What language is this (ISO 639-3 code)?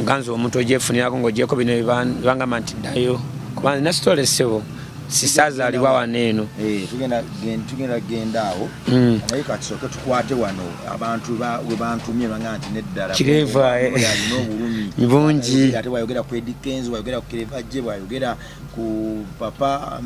lug